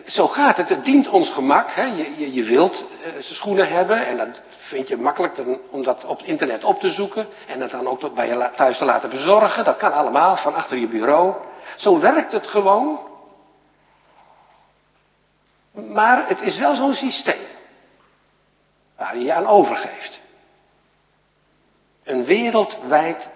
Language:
Dutch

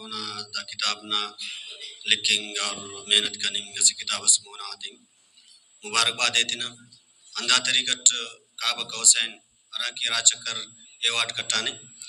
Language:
Brahui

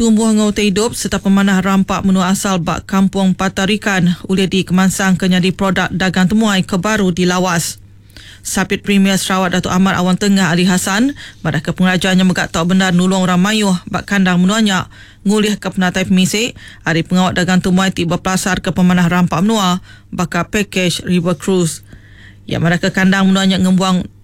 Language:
Iban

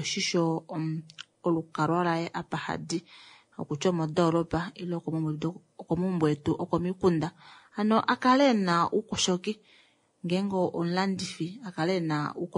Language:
Kuanyama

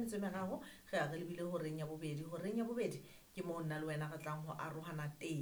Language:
Southern Sotho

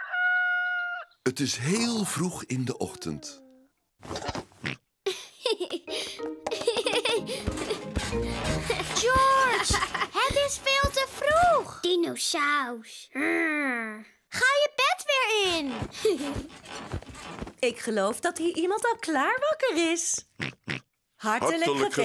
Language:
Dutch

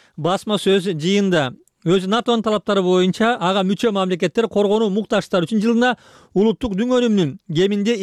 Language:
Kyrgyz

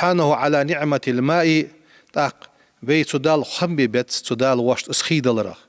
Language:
Ingush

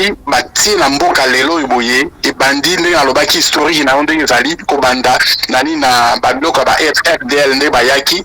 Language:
Lingala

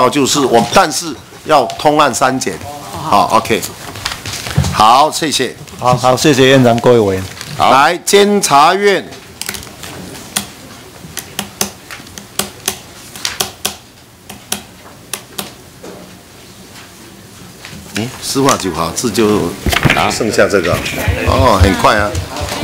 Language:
Chinese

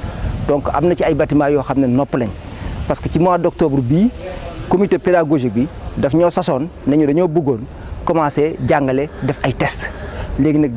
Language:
Wolof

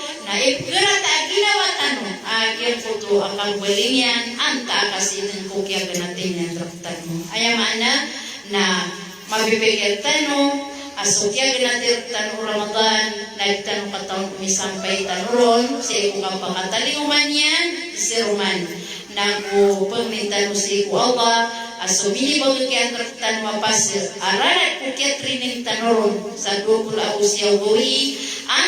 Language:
Maranao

